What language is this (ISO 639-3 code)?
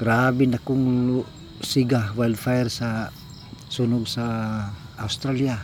ceb